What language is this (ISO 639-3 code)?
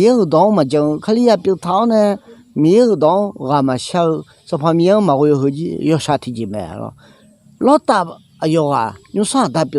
ahk